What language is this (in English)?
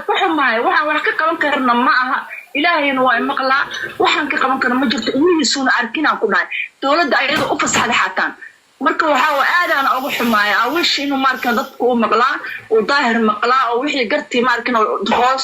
Somali